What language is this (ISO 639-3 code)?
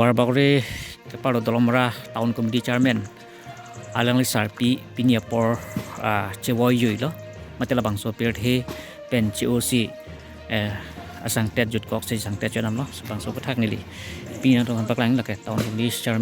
mjw